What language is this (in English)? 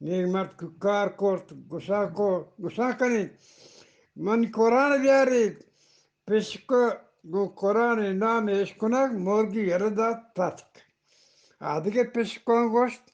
Eastern Balochi